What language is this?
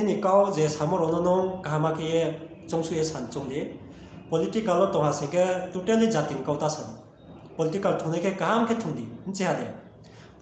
Riang (India)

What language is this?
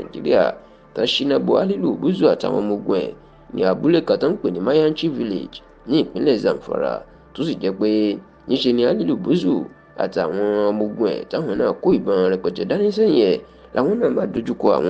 Yoruba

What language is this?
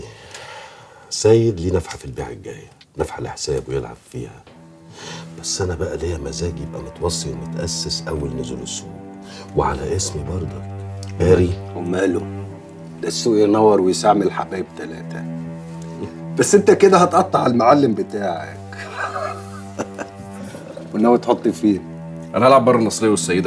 Egyptian Arabic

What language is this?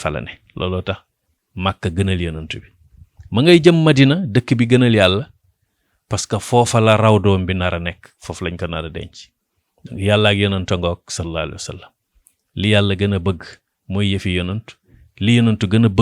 Wolof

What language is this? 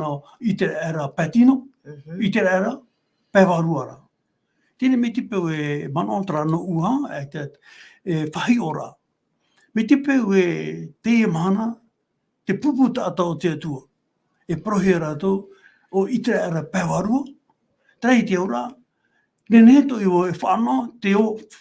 Tahitian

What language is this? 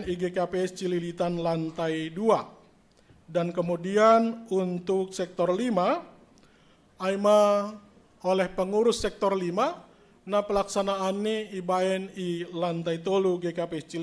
Batak Simalungun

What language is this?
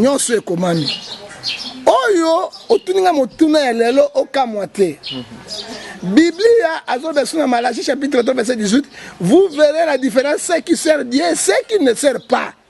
Lingala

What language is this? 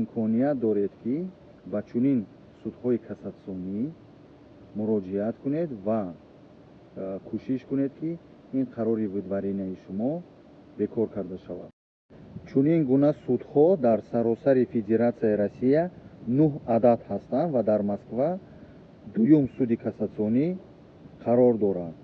Tajik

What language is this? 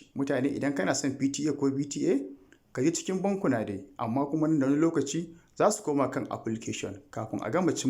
Hausa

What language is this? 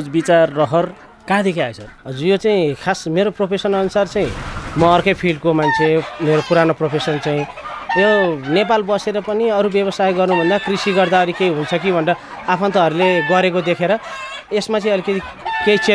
Nepali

